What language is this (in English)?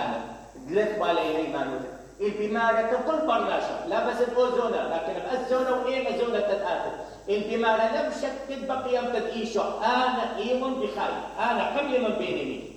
Mesopotamian Arabic